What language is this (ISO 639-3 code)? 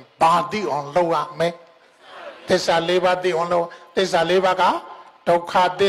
mya